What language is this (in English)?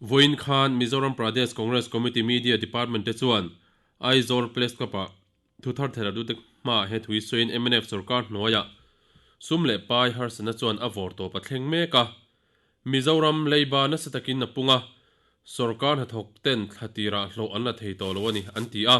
Mizo